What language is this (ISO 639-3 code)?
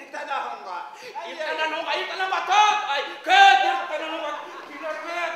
bak